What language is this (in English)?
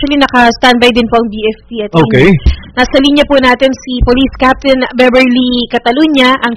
Filipino